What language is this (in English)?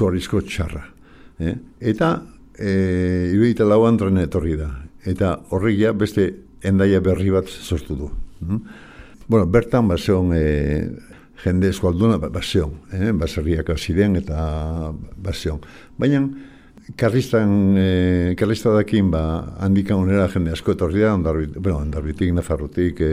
Basque